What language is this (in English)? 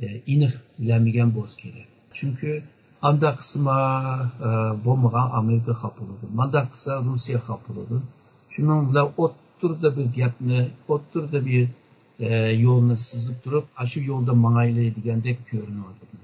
Uyghur